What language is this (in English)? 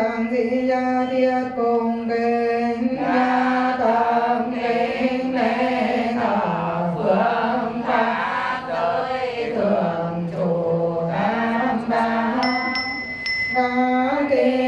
Vietnamese